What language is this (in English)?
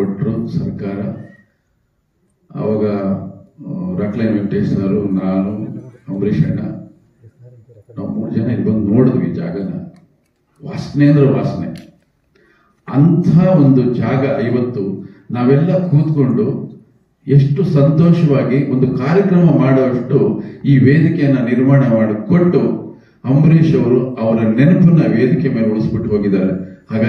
Kannada